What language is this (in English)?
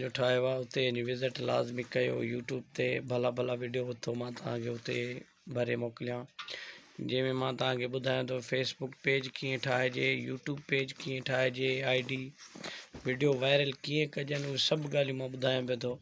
Sindhi